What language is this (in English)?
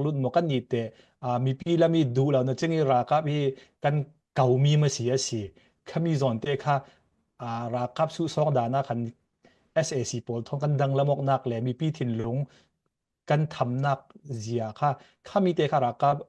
Falam Chin